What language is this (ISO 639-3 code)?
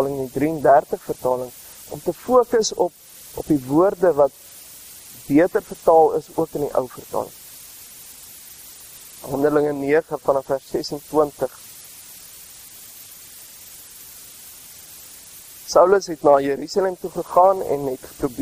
afr